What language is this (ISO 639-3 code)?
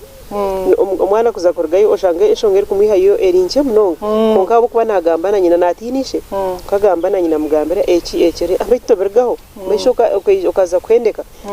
nyn